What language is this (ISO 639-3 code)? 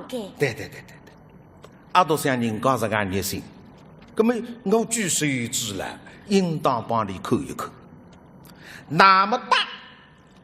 wuu